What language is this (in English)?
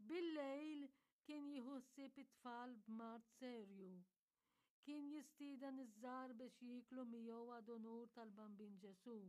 Maltese